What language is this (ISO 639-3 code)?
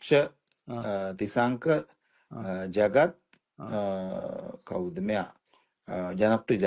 sin